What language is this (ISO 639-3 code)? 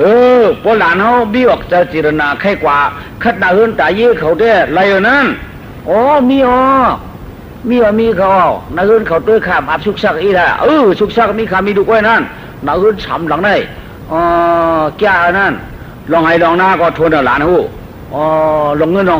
shn